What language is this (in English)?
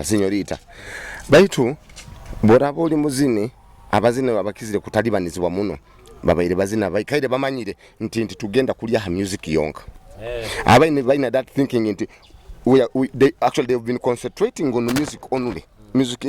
Nyoro